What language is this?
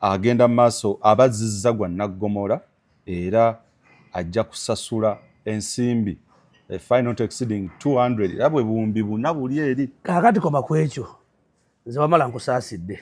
Ganda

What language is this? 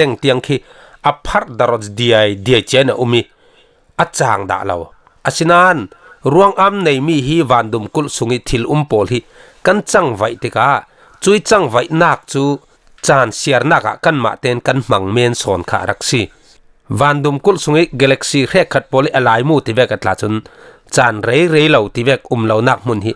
Falam Chin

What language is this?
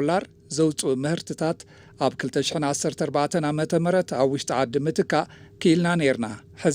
Tigrinya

